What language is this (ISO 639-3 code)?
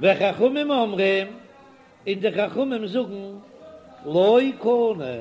yid